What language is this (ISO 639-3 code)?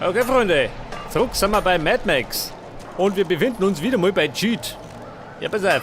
bar